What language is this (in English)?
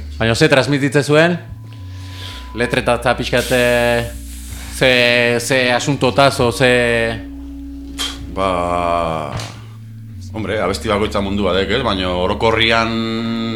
Basque